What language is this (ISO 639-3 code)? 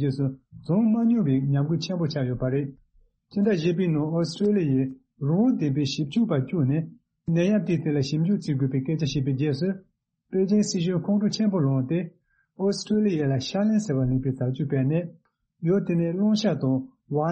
bod